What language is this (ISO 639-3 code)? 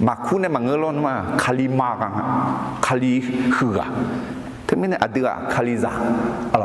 ahk